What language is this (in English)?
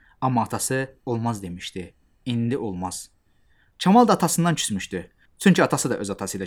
Azerbaijani